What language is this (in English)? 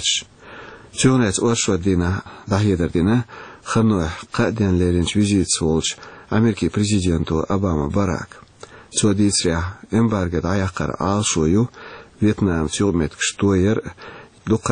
Chechen